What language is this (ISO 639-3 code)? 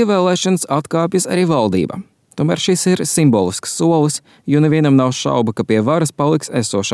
lav